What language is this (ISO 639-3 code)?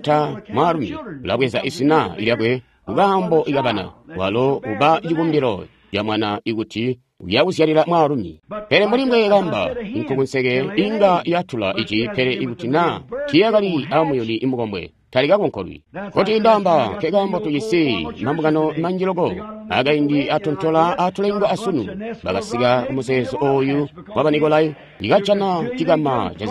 toi